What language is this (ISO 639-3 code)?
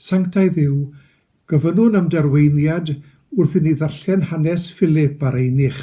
cym